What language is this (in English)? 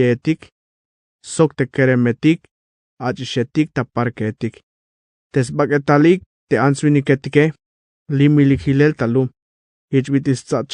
Tzeltal